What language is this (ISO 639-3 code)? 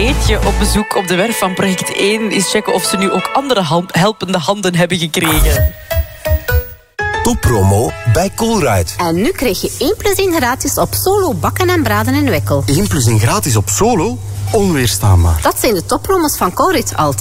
nld